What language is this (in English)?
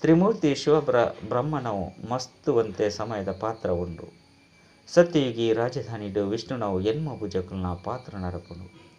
Tulu